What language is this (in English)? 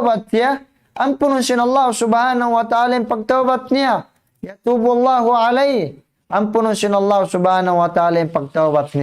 Tausug